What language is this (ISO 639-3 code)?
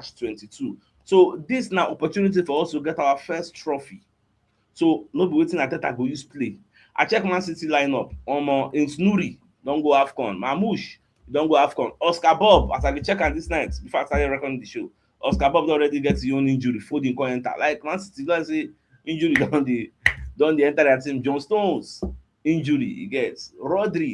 pcm